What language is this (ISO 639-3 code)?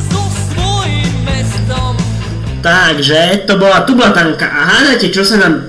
slk